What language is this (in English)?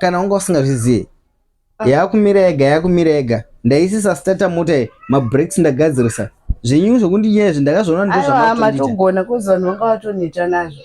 Shona